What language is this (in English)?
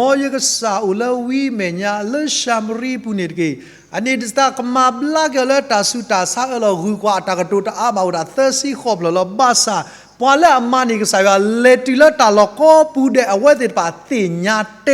S'gaw Karen